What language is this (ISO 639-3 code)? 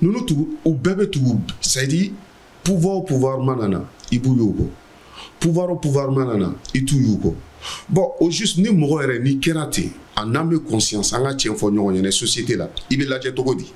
bam